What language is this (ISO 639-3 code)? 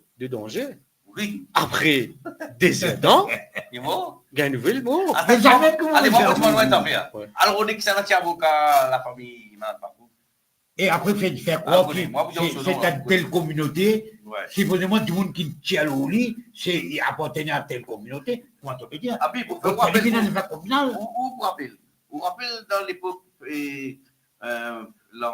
mfe